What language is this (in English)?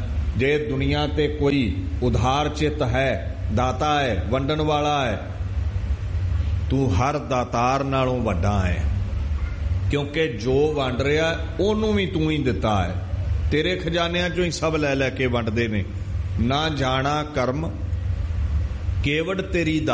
Punjabi